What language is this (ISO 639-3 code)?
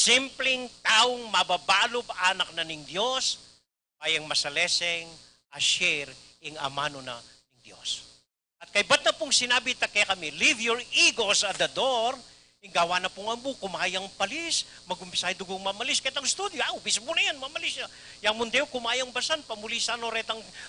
pam